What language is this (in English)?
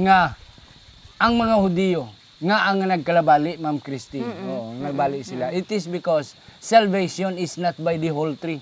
Hiligaynon